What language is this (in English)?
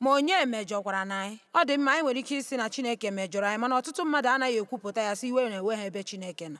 Igbo